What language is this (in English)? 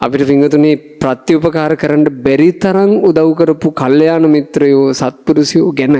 Sinhala